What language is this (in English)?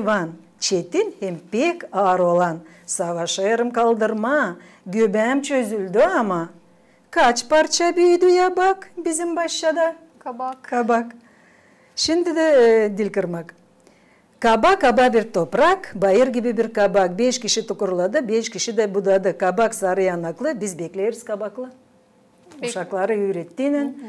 Gagauz